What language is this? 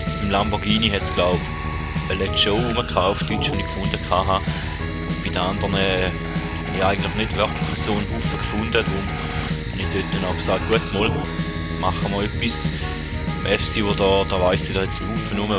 Swiss German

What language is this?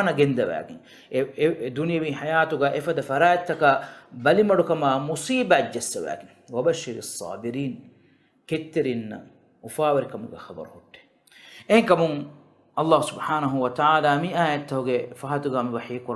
Divehi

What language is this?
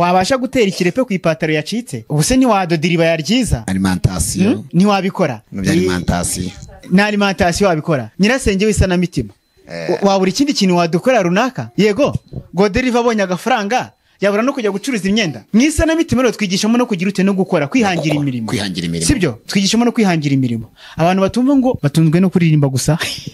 Kinyarwanda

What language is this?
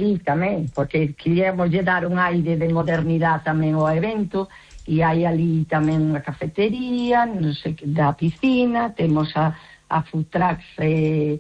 Galician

